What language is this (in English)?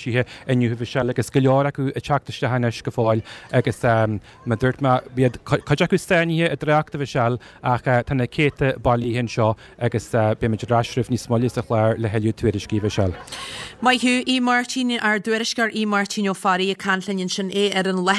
Irish